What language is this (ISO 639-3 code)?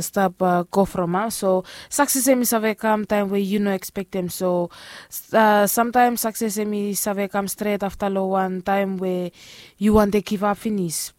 bis